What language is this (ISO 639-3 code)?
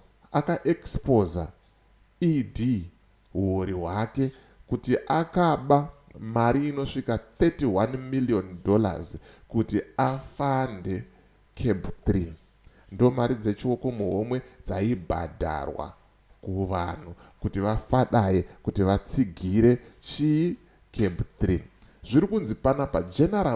sna